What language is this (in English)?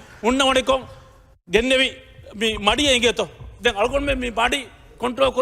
Divehi